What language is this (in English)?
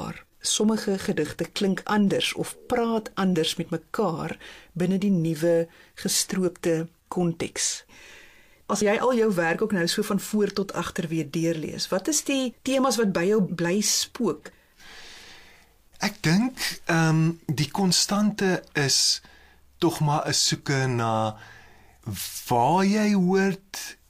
Afrikaans